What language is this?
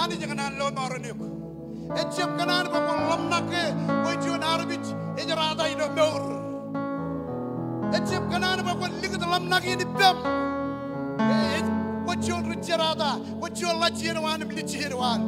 Marshallese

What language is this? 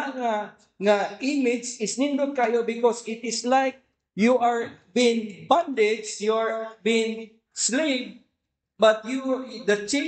Cebuano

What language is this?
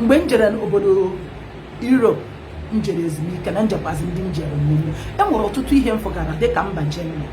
Igbo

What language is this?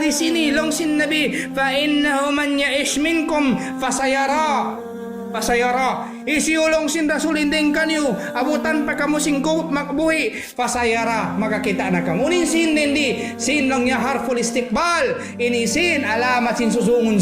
Tausug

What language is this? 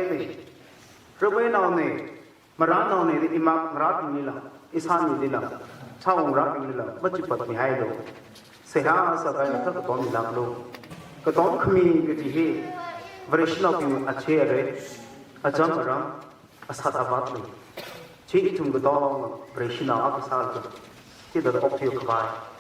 Tangkhul Naga (India)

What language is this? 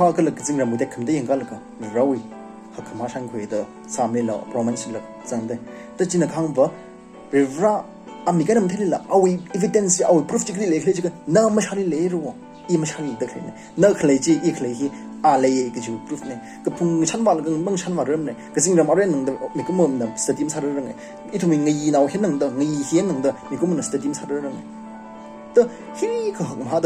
Tangkhul Naga (India)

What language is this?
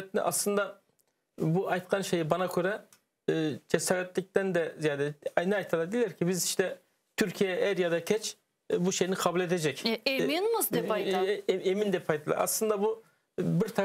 Crimean Tatar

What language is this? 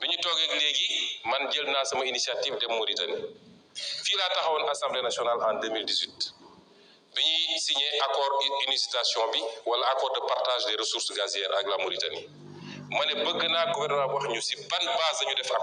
Wolof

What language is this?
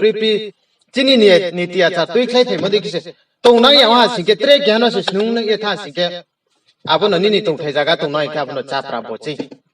Riang (India)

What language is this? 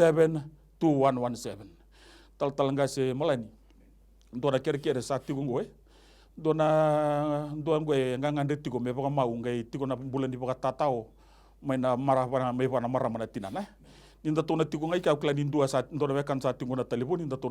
Fijian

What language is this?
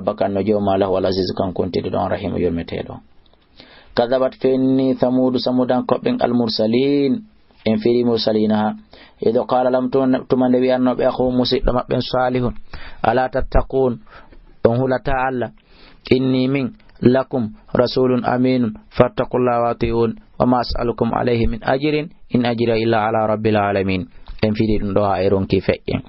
Fula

